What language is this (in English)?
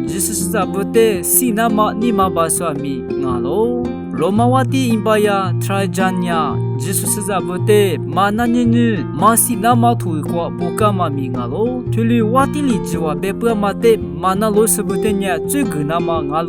Lisu